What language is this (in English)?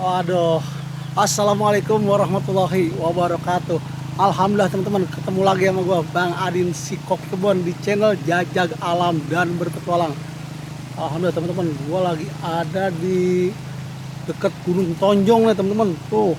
Betawi